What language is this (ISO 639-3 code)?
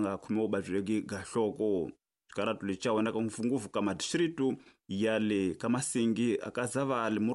tso